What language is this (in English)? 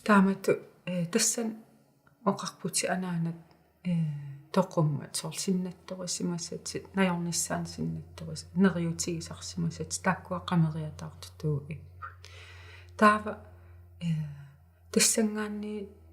Kalaallisut